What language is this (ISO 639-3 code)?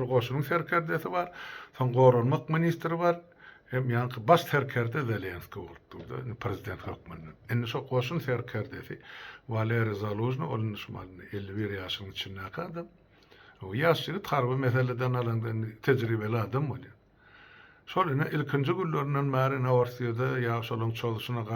tuk